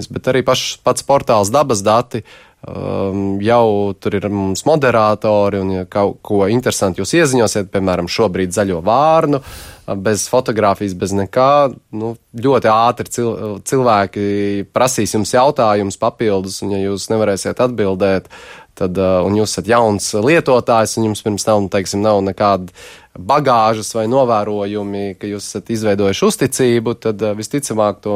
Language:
Latvian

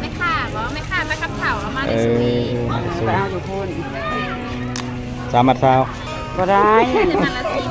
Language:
Lao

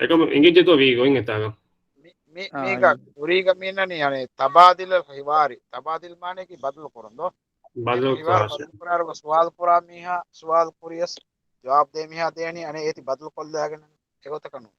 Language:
Divehi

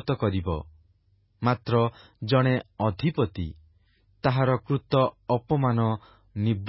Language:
Odia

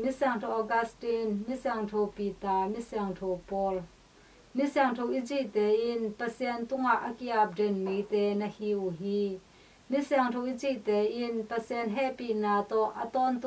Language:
Tedim Chin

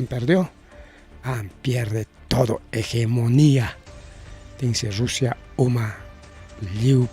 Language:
Ayacucho Quechua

